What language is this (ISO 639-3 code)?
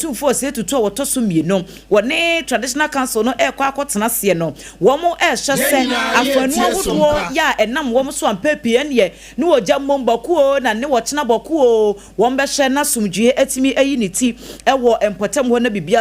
aka